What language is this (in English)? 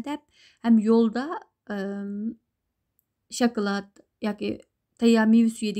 Uyghur